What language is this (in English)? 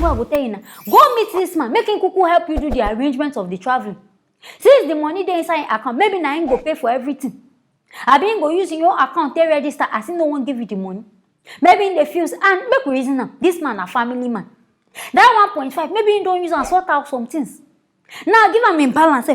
Nigerian Pidgin